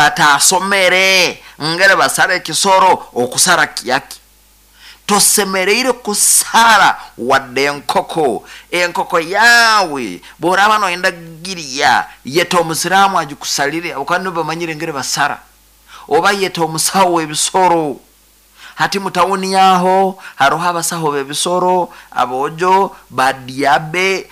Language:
Nyoro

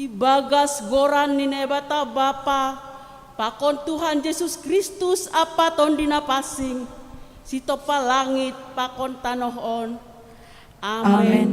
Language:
Batak Simalungun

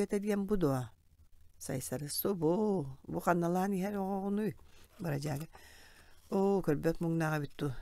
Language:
Yakut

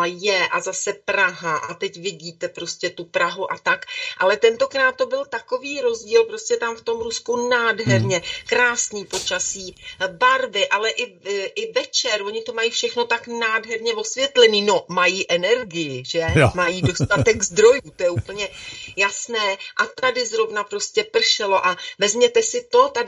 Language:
Czech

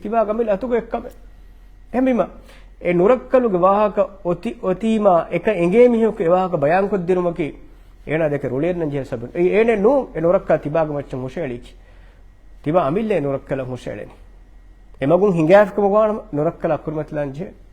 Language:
Divehi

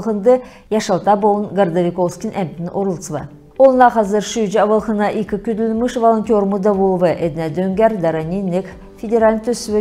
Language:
Kalmyk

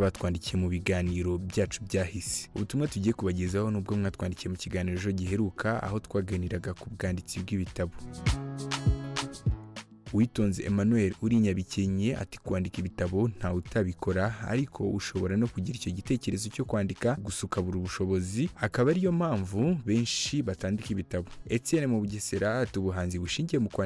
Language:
Kinyarwanda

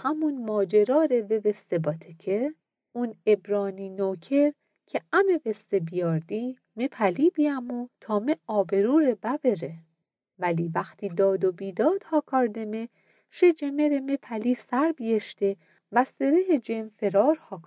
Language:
Gilaki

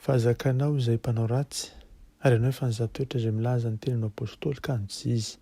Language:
Malagasy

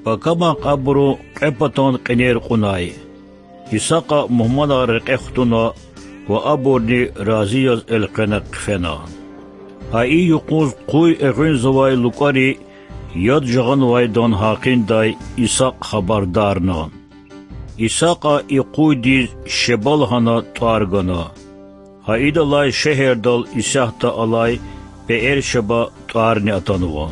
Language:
Lezghian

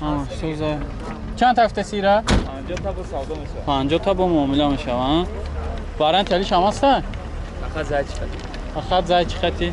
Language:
Tajik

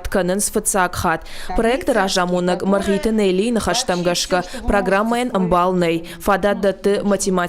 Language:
Ossetic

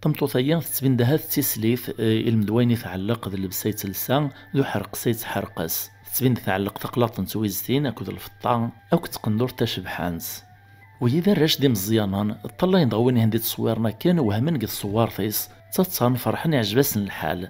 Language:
Kabyle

